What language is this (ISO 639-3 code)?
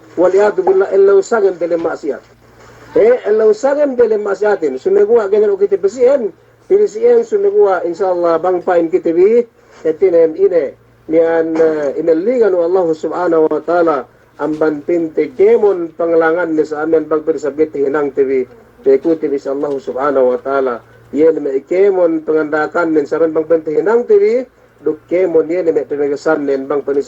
yka